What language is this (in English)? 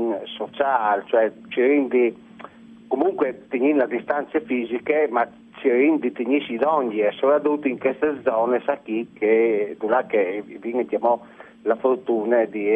Friulian